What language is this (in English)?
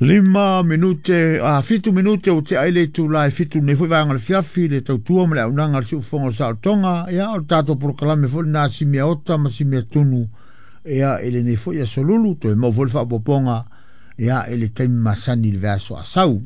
Samoan